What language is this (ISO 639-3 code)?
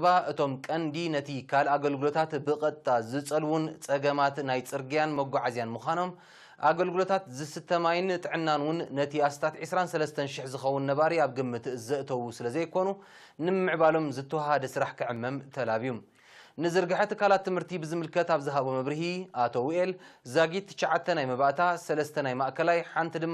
tir